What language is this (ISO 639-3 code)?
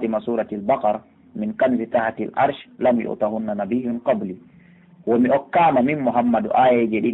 fuf